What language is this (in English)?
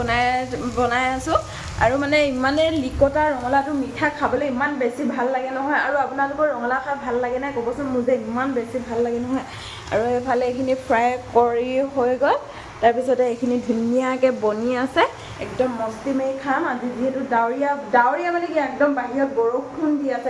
Assamese